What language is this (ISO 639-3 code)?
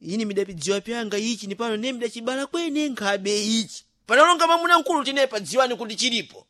seh